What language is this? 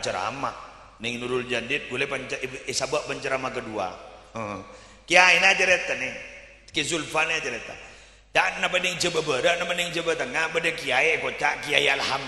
Madurese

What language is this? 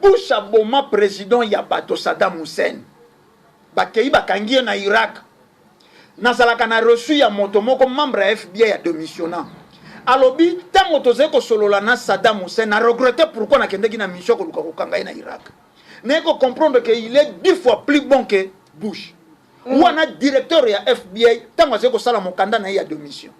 Lingala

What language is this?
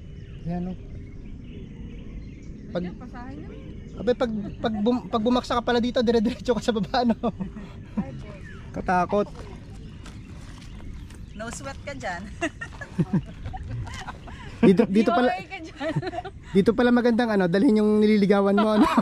Filipino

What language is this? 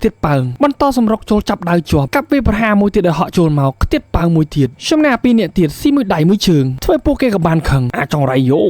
Khmer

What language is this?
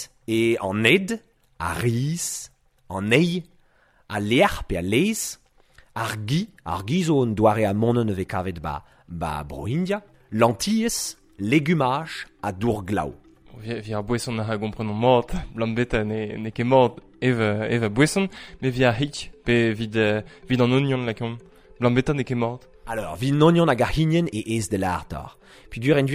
Breton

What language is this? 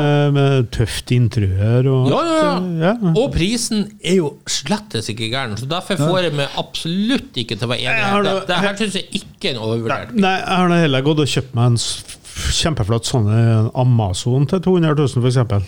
Norwegian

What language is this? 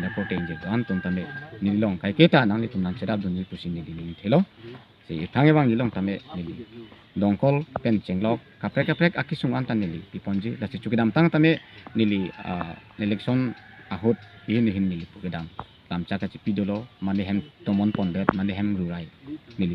Karbi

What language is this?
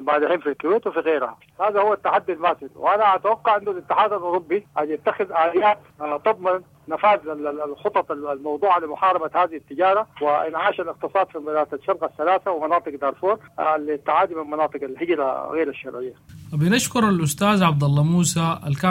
Sudanese Arabic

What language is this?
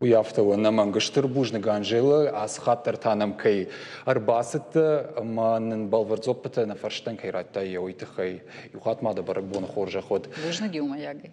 Ossetic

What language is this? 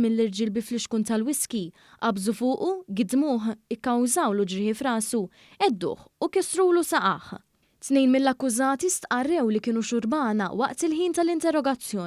Maltese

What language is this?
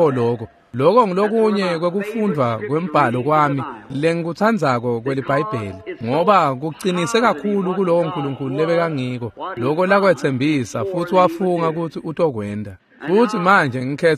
Swati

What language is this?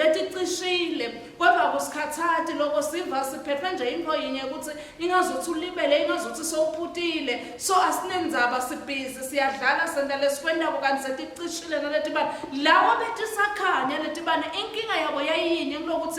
Swati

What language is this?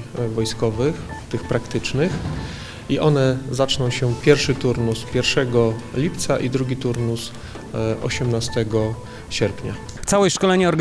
Polish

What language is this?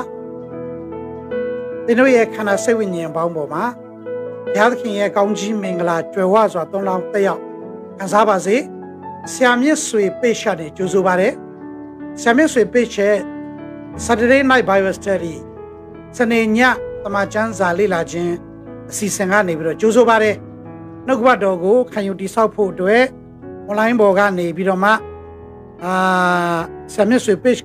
Burmese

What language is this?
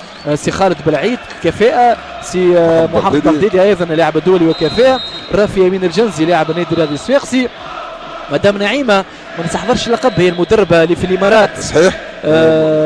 Tunisian Arabic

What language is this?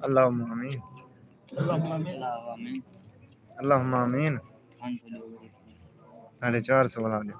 Saraiki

